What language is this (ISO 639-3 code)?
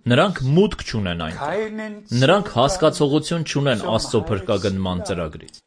hye